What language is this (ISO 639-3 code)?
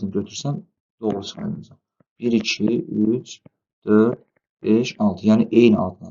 aze